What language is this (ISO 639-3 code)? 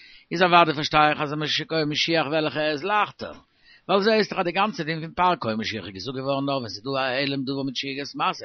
yid